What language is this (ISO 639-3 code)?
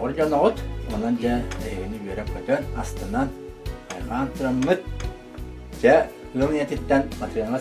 sah